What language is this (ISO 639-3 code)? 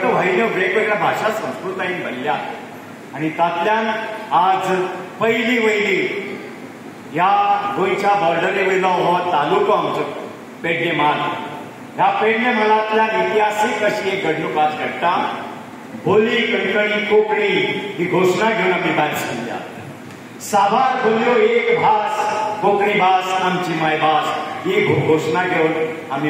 kok